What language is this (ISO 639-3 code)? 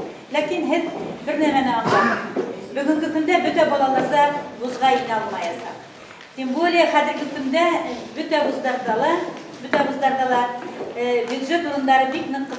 bak